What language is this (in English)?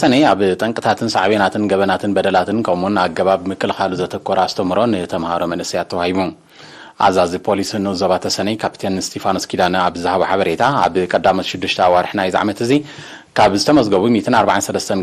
Tigrinya